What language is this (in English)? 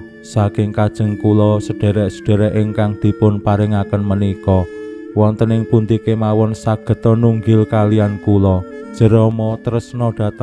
Javanese